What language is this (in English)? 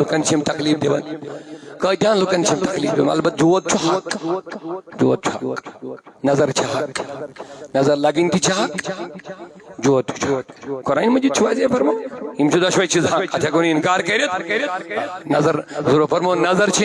Kashmiri